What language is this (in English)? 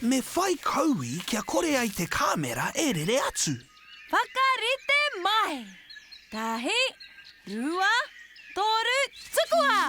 Māori